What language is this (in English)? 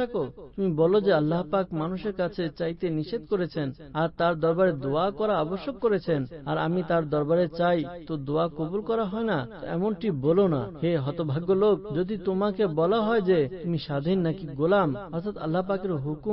Bangla